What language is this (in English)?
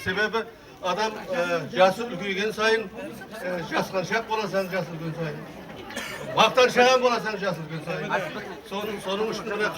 Kara-Kalpak